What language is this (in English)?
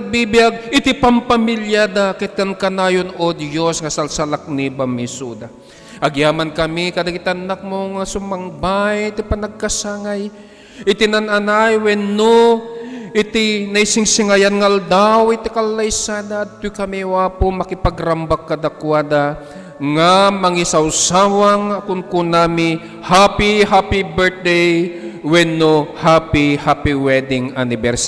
Iloko